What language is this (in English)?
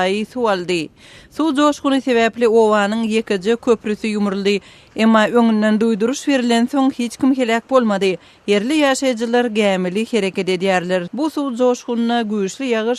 Turkmen